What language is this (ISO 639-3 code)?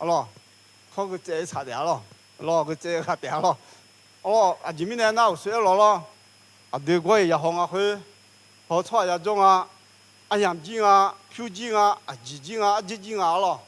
ahk